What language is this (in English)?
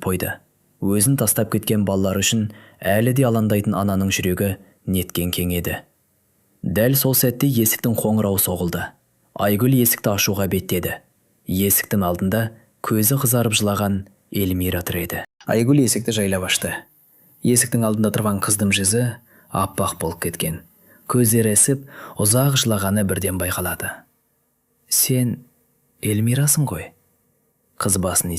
Kazakh